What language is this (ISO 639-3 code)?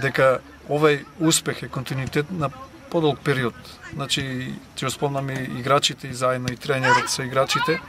mkd